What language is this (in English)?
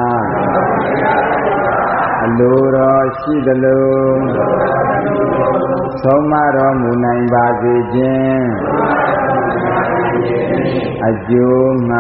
Burmese